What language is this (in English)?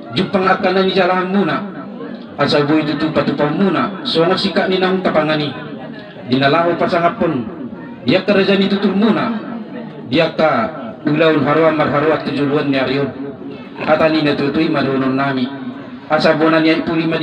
Batak Toba